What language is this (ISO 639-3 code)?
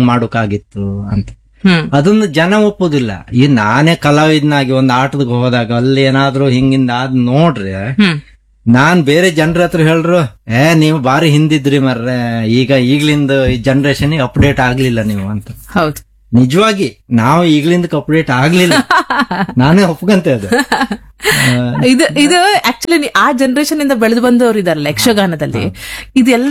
kan